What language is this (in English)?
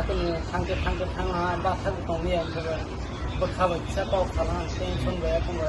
Kok Borok